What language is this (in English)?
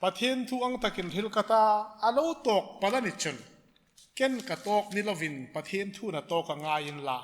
Hmar